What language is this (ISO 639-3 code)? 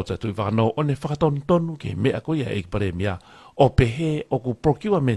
ton